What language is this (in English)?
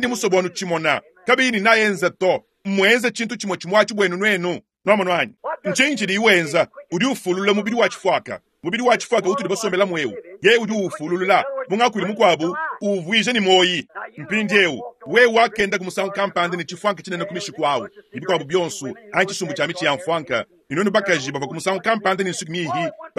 Luba-Lulua